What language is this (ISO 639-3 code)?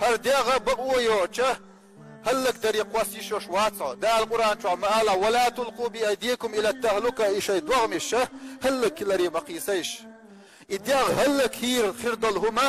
che